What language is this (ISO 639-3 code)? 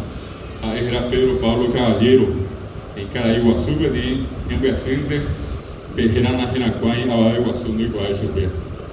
grn